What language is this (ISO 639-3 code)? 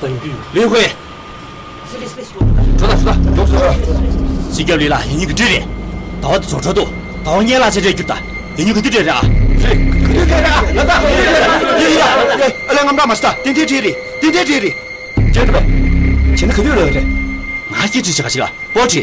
bod